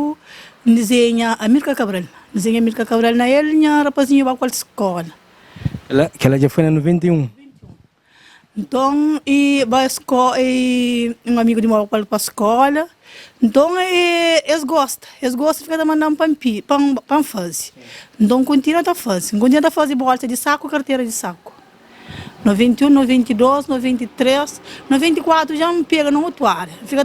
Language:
Kabuverdianu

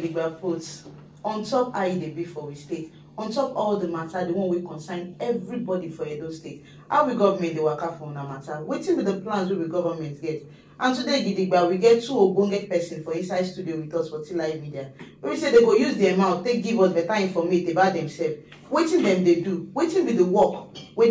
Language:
Nigerian Pidgin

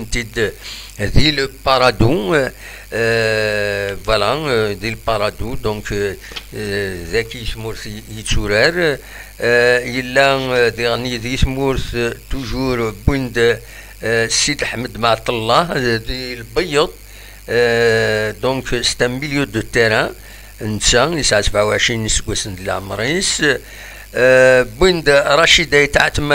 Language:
Kabyle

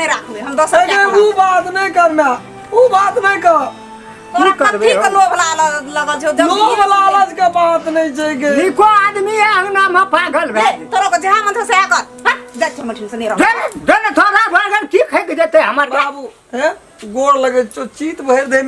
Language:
Maithili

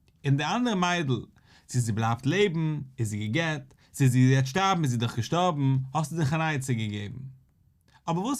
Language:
Yiddish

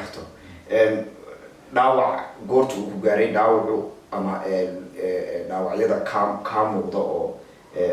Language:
Somali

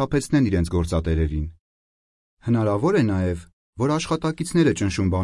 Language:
Armenian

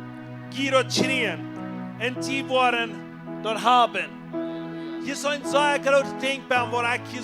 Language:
Plautdietsch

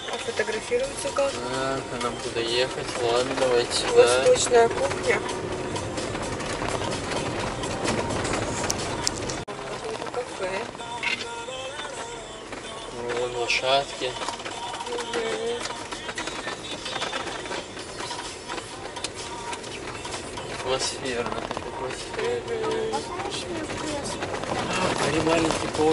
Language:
Russian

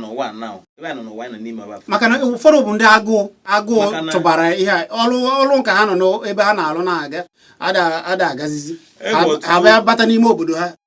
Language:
Igbo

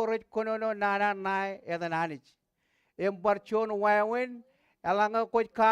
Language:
Marshallese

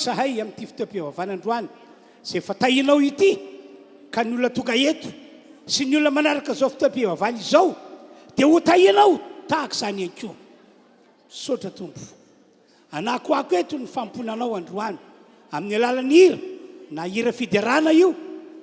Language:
Malagasy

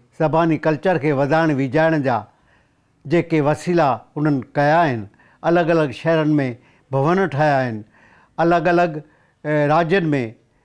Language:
Sindhi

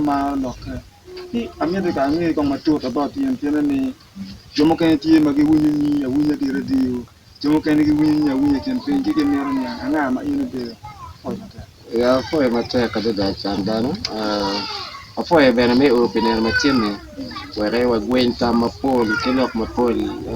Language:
Acoli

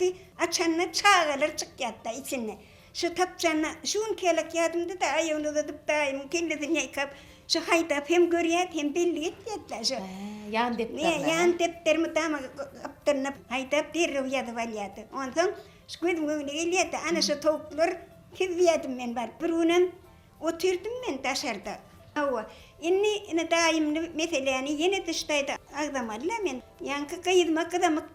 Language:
Turkmen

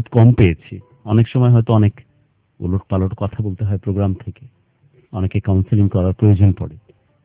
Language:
Bangla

